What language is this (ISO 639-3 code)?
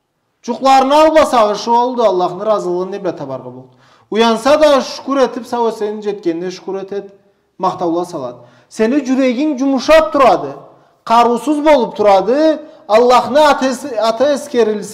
krc